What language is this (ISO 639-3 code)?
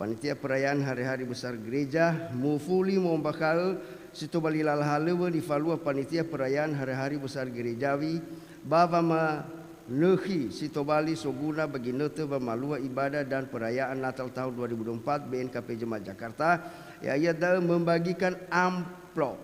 nia